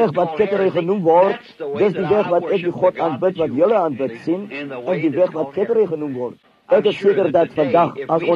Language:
Afrikaans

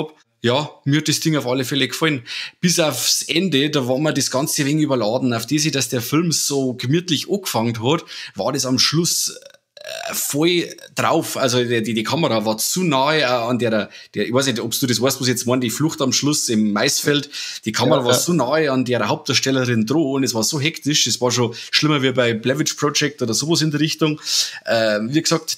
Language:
Bavarian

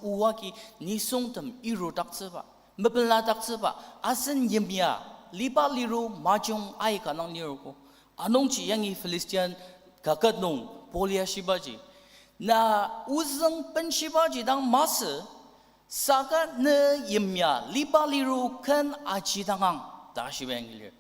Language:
Ao Naga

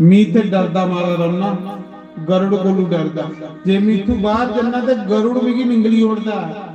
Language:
Dogri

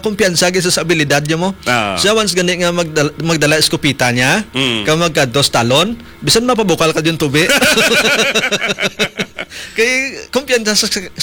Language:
Hiligaynon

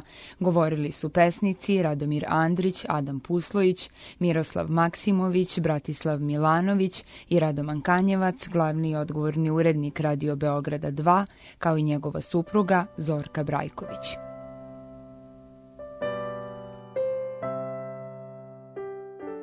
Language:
Serbian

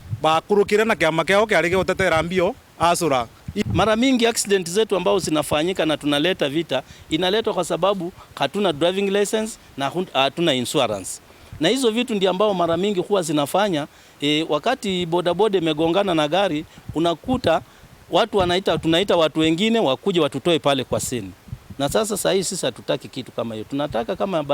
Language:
Meru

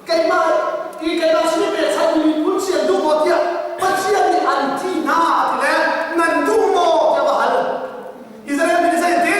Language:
Hakha Chin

